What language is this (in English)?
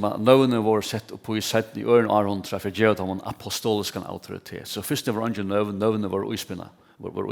Faroese